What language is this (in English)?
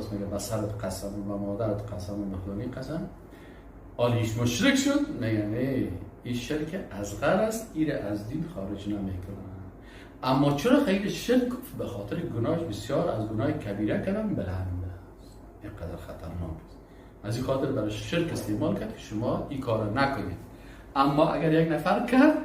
Persian